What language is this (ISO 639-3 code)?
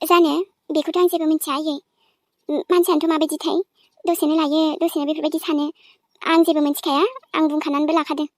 brx